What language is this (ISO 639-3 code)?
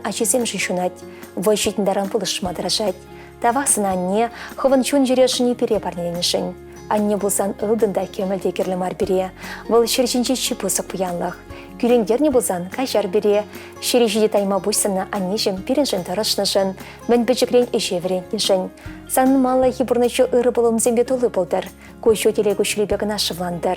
chv